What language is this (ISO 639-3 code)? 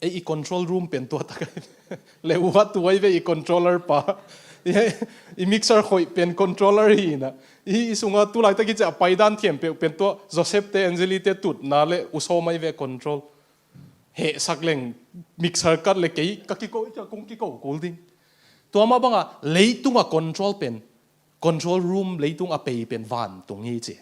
ctd